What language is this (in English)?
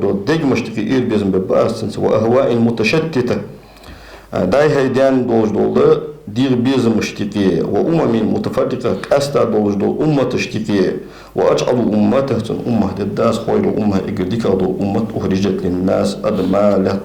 Ingush